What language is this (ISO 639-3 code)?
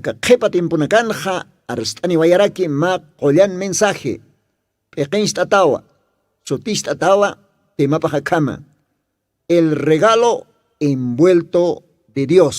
aym